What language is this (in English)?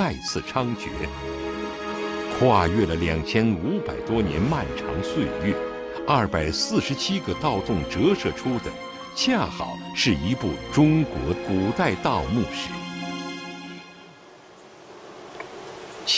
Chinese